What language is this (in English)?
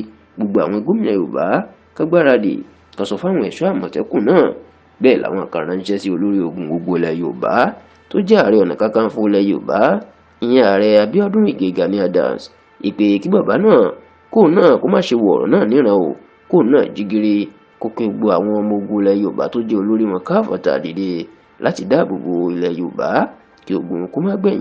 Yoruba